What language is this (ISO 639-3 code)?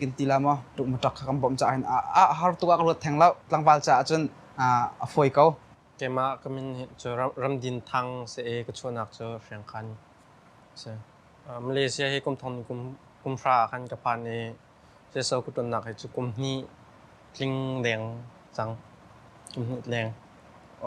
cnh